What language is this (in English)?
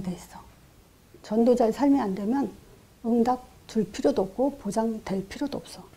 Korean